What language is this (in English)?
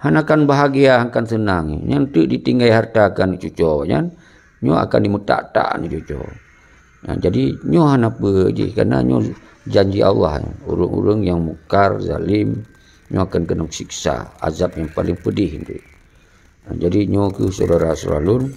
Achinese